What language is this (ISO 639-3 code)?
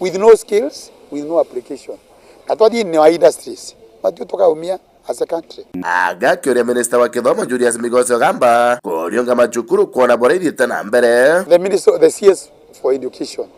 mer